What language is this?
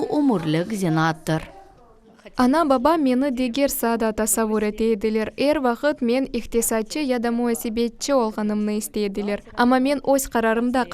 Crimean Tatar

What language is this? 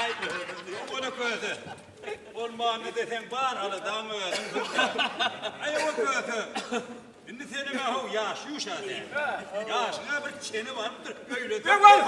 Turkmen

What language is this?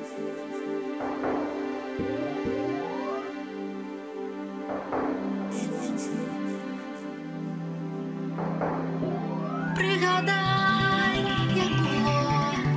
Ukrainian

